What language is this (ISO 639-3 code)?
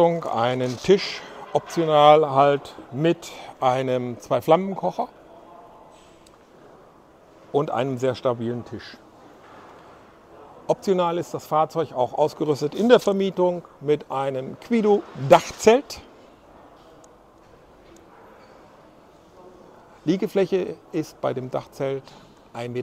deu